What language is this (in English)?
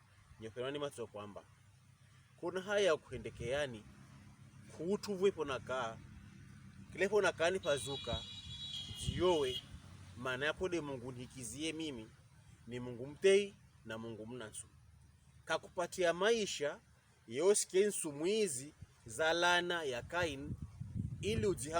Pokomo